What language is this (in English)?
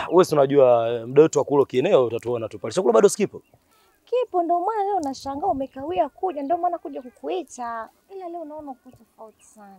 Swahili